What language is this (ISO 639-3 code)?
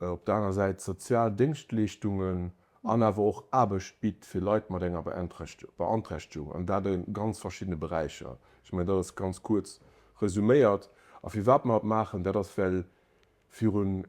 ltz